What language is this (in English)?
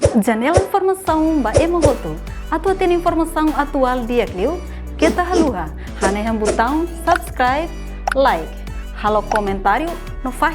Tetum